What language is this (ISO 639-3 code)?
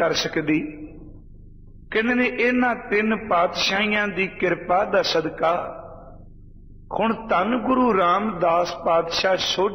pan